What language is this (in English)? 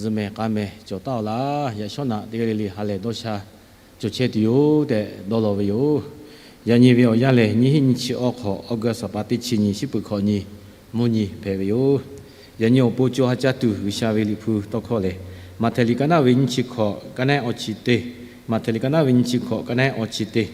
Lahu